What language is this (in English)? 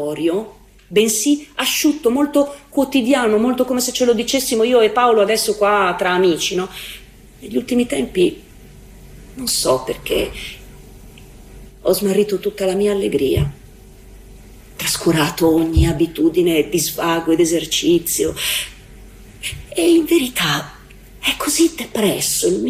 Italian